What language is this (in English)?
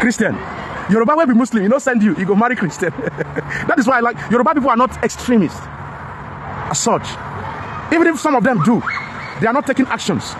Nigerian Pidgin